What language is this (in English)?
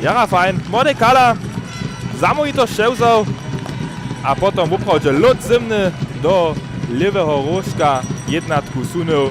Upper Sorbian